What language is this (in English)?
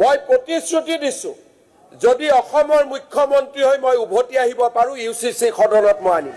Assamese